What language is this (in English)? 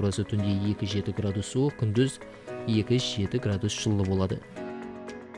Kara-Kalpak